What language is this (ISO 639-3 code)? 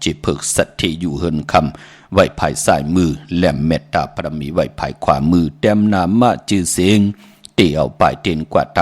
shn